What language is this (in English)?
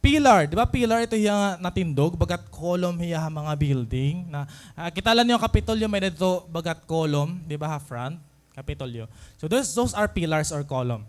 Waray